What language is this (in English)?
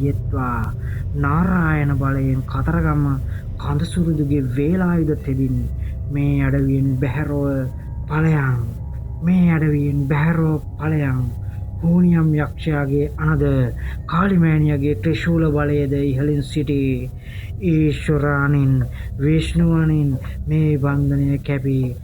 Sinhala